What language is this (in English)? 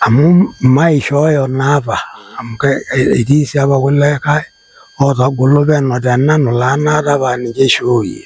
Masai